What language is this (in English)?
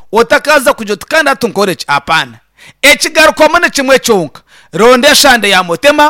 Nyankole